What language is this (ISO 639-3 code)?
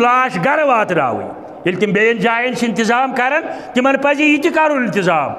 kas